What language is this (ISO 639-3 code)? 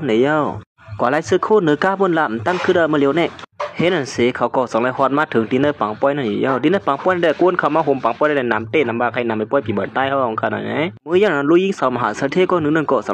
shn